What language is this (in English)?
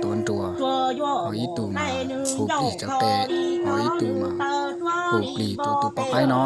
Hmong